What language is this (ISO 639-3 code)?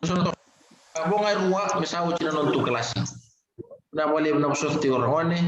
fij